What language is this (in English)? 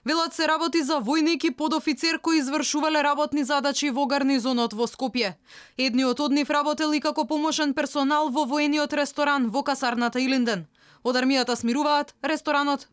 Macedonian